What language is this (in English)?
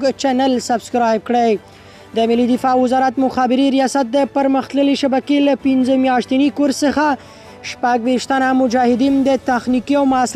Pashto